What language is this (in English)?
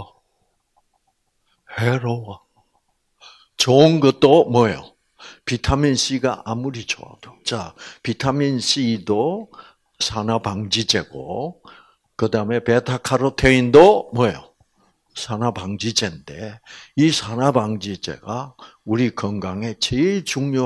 Korean